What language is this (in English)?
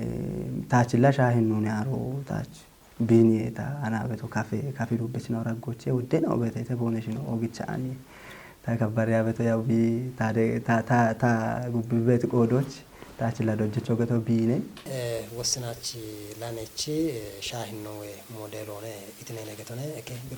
Kafa